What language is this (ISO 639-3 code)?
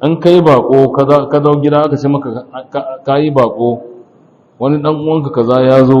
hau